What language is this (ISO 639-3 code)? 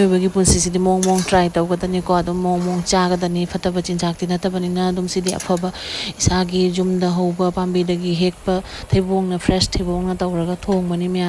mni